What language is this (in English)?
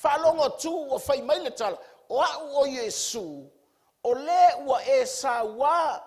Samoan